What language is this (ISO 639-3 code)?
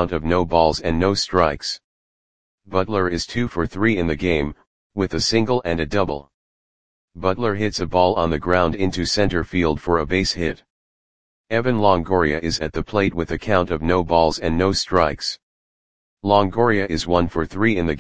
eng